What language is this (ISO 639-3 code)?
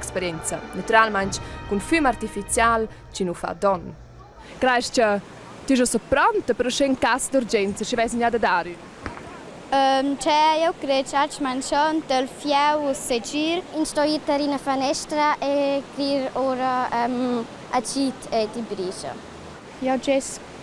roh